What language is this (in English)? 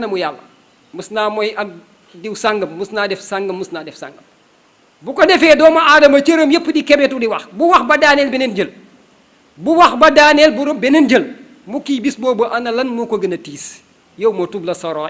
Wolof